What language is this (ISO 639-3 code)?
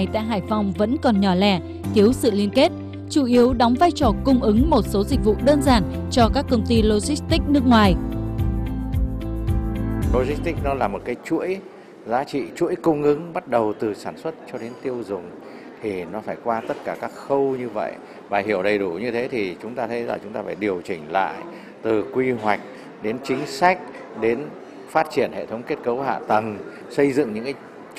vie